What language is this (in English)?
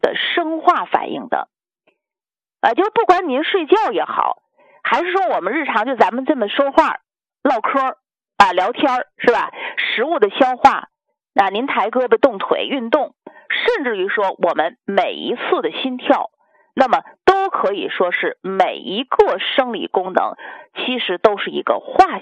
Chinese